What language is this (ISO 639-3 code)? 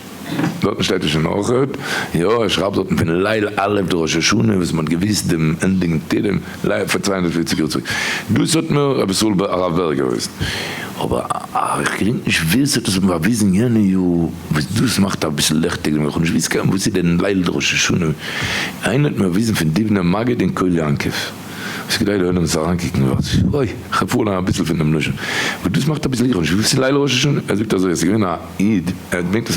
yid